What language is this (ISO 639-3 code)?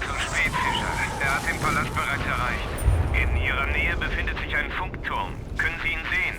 bar